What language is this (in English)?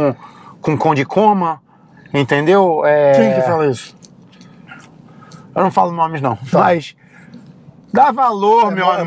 Portuguese